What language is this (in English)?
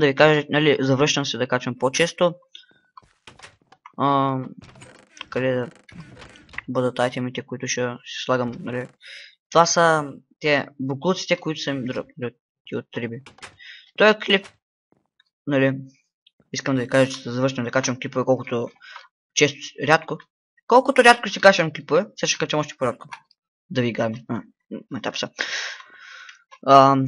Bulgarian